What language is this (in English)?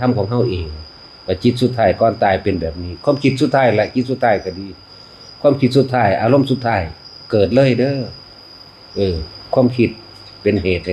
Northeastern Thai